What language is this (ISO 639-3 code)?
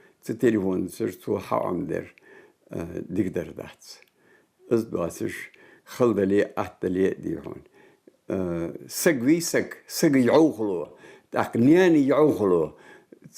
inh